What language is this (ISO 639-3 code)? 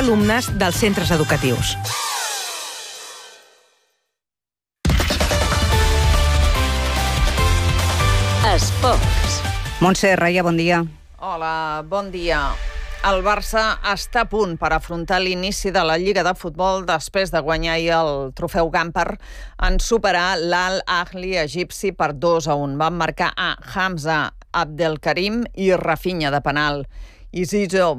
cat